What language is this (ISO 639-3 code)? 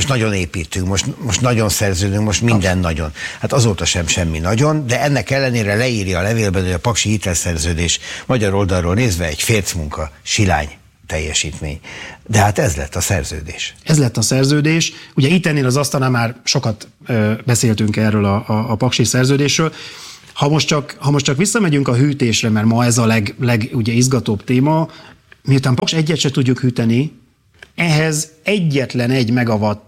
hun